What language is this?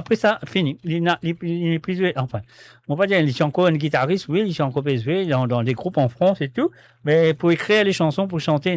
Morisyen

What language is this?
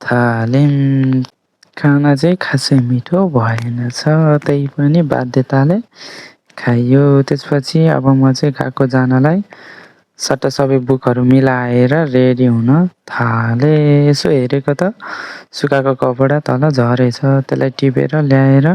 Nepali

